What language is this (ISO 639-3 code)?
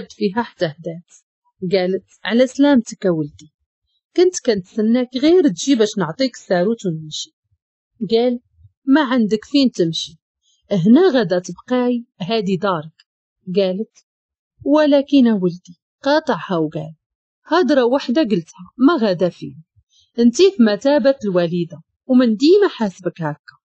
ary